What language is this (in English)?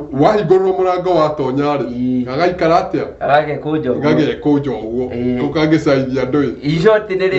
Kikuyu